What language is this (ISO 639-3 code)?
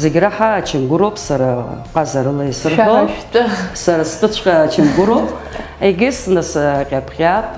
abk